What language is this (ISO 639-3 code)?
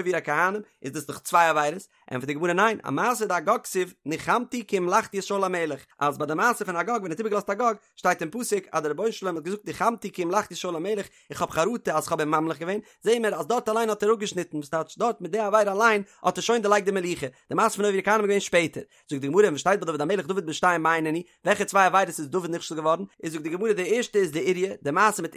yid